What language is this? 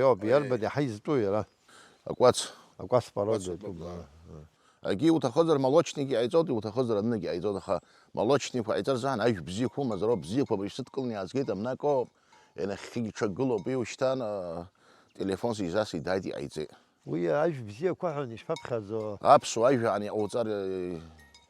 Abkhazian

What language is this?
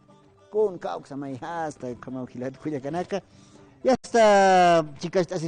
Aymara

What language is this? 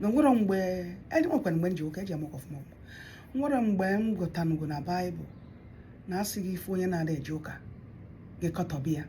Igbo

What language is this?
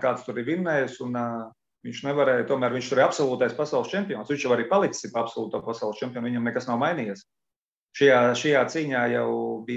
Latvian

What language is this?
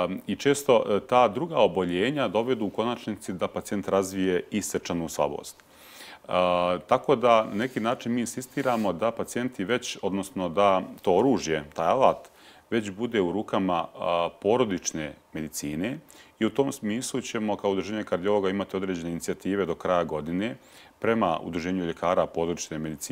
Bosnian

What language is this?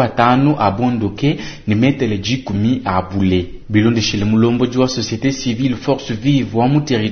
Luba-Lulua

